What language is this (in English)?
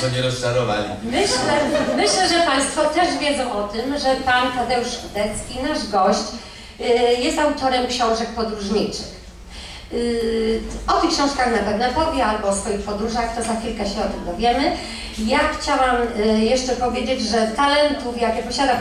Polish